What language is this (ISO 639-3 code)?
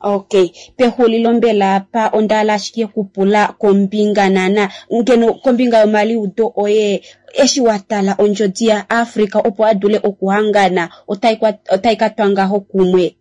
kua